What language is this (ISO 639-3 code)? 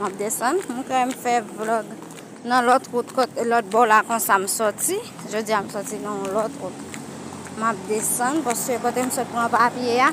hat